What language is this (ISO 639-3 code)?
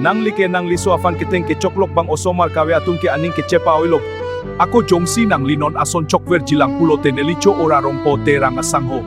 mjw